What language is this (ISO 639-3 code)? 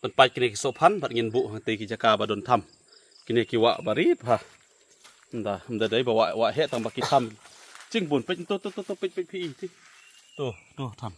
kha